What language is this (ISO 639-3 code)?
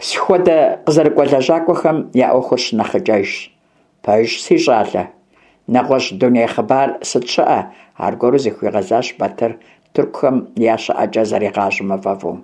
kbd